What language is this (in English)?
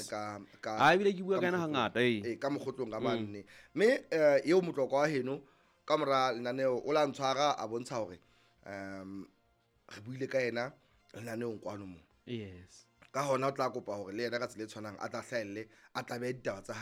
Southern Sotho